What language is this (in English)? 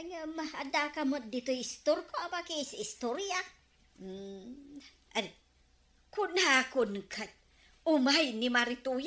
Iloko